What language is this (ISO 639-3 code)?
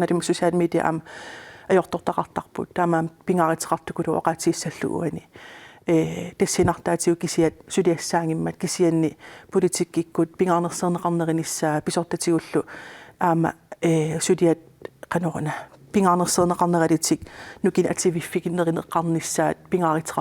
kal